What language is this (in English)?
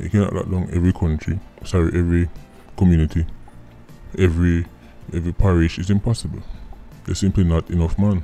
Jamaican Creole English